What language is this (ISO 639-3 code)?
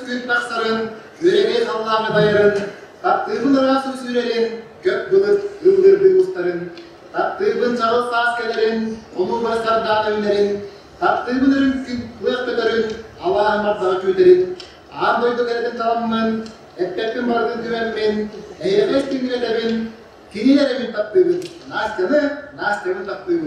sah